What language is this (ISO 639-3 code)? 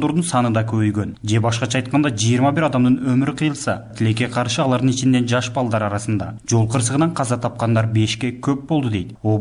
kir